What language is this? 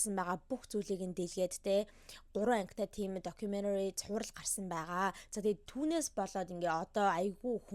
Mongolian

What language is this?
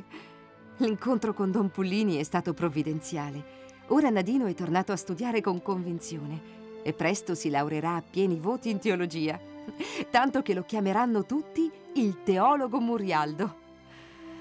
Italian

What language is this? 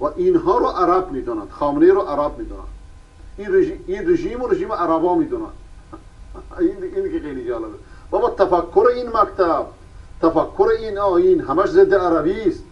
Persian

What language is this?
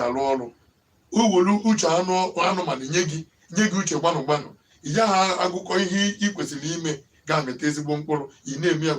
Igbo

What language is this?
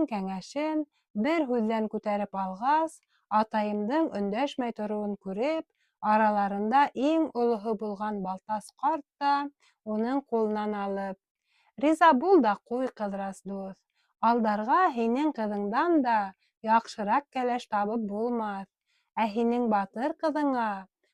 Bashkir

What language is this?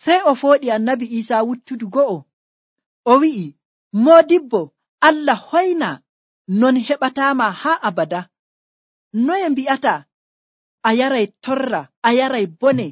Nigerian Fulfulde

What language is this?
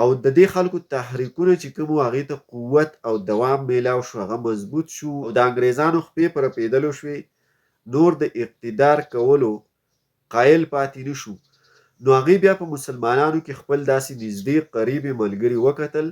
Pashto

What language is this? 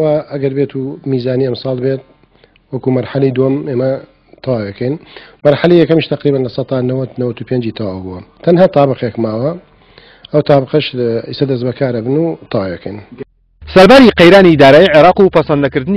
Central Kurdish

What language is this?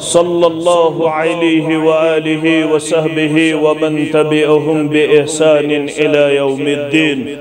Kashmiri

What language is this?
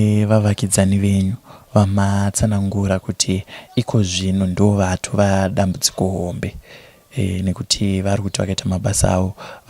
Shona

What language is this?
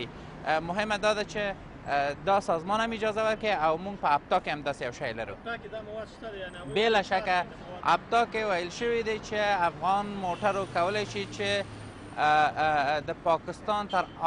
Pashto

